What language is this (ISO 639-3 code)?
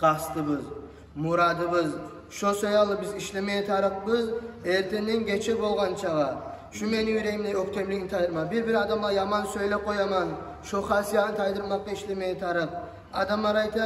kum